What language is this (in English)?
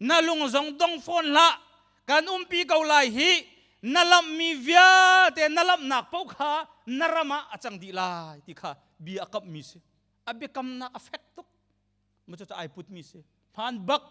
Hakha Chin